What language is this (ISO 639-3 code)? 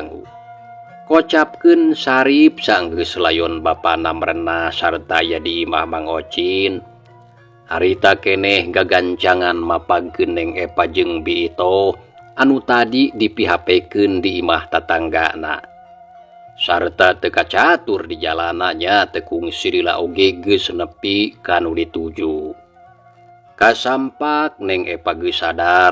sun